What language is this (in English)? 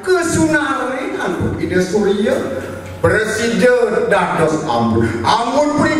Balinese